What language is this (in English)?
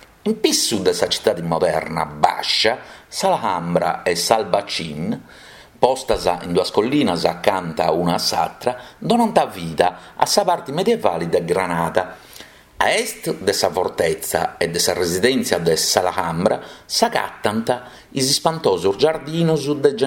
Sardinian